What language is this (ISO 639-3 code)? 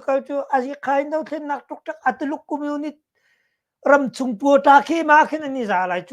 cnh